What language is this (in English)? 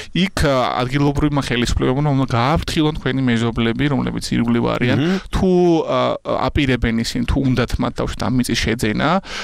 Georgian